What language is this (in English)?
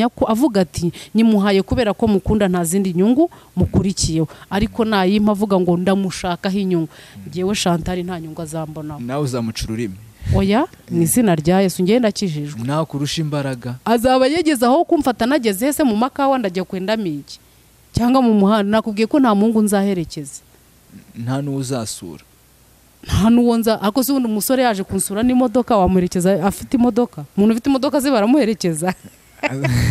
Kinyarwanda